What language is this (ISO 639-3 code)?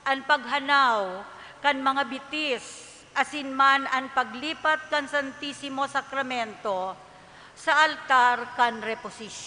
bik